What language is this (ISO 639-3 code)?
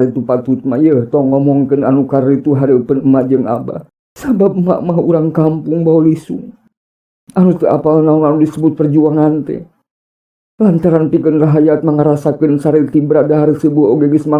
sun